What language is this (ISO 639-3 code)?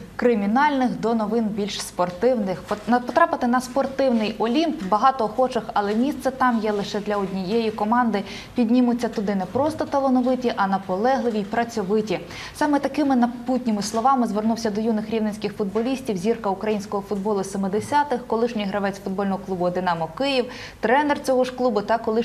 ukr